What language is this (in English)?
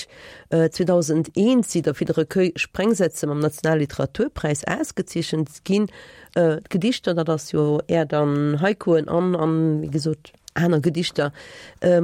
Luxembourgish